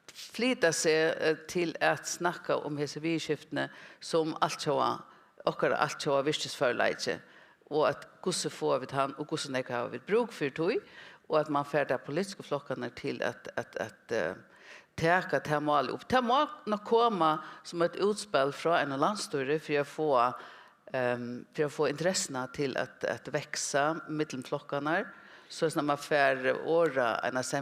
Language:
Faroese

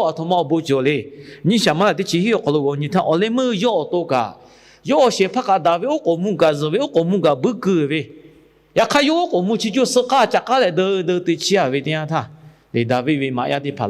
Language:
Lahu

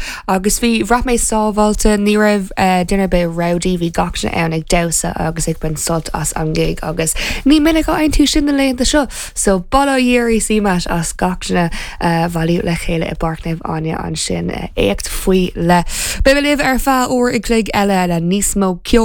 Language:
Irish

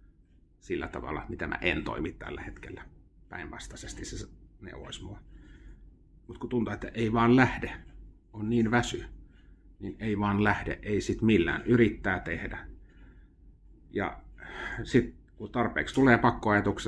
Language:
Finnish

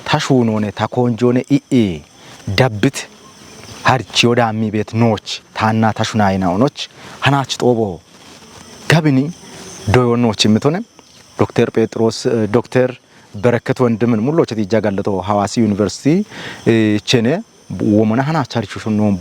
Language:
Kafa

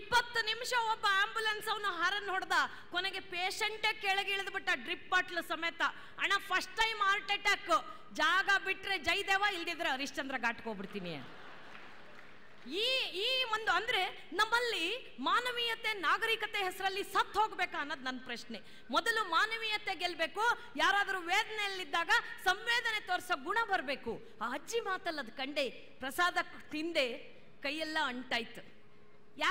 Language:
Kannada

